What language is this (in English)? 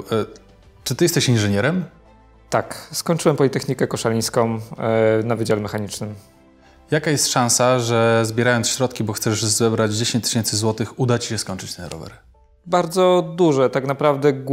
Polish